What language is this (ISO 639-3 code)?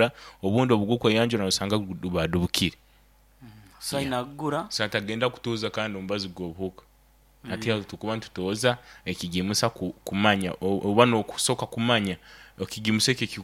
nyo